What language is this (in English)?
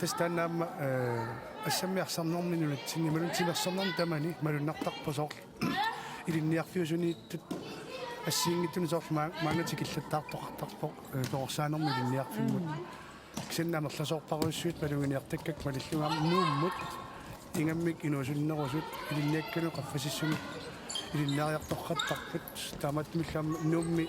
Kalaallisut